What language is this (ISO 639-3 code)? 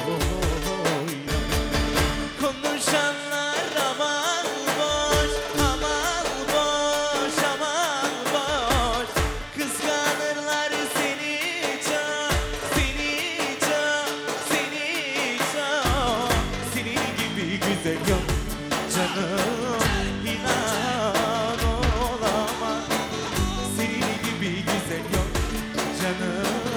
tur